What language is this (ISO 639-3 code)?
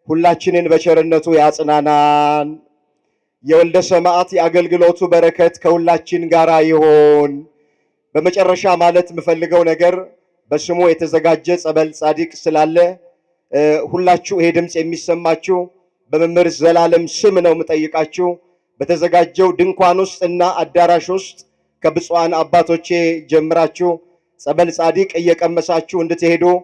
amh